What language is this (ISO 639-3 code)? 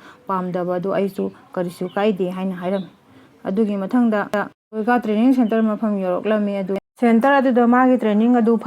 mni